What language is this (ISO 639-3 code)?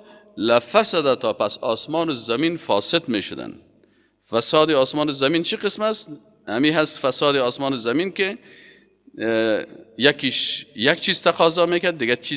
fas